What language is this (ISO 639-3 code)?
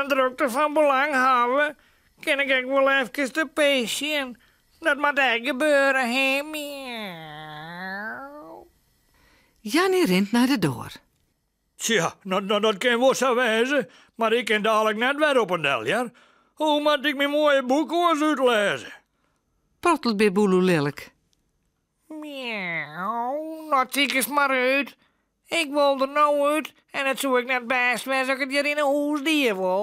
fry